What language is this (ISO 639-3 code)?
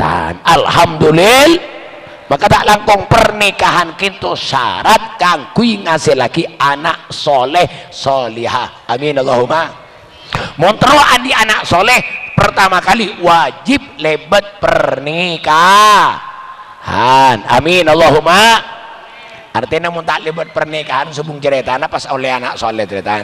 mad